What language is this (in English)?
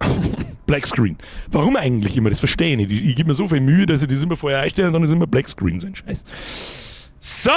Bavarian